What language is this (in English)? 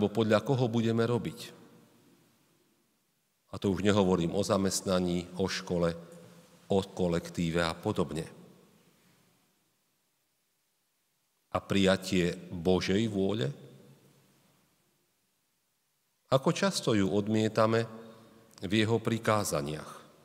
Slovak